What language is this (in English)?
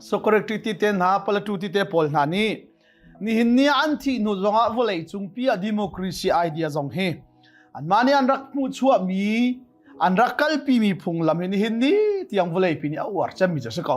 Hakha Chin